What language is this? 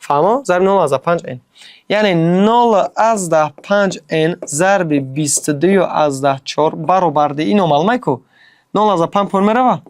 Tajik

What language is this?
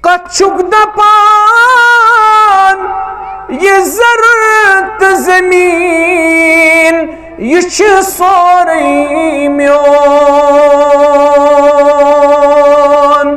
Kashmiri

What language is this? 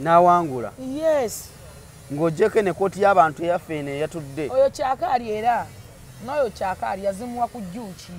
Ganda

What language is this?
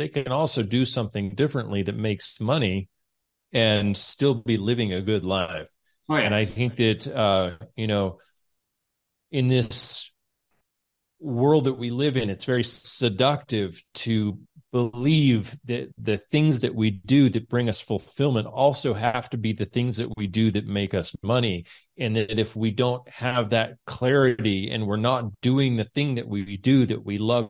English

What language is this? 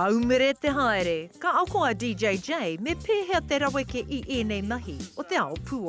Māori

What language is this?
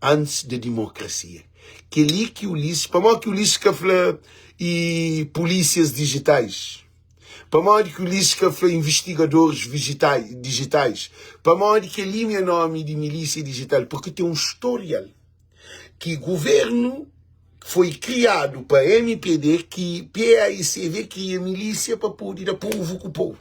Kabuverdianu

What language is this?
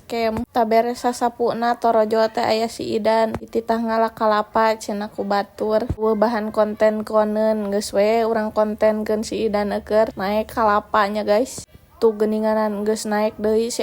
Sundanese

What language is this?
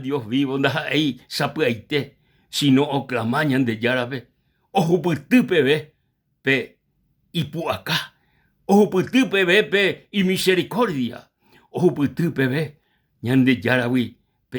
Guarani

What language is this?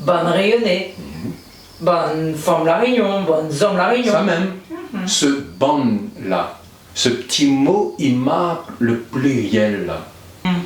Réunion Creole French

